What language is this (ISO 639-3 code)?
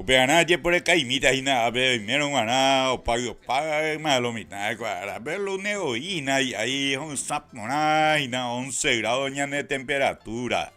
grn